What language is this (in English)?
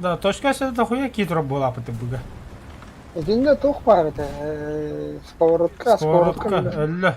Yakut